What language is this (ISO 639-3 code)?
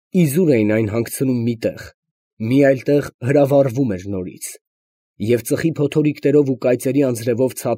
hye